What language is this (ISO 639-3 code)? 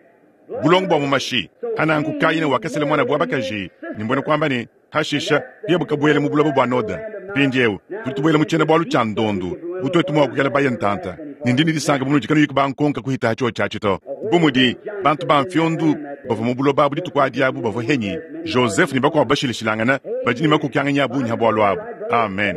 lua